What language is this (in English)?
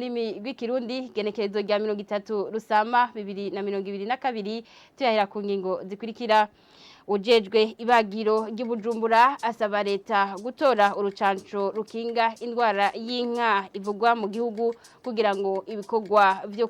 Rundi